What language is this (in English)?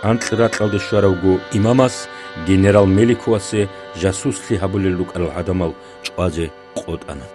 Avaric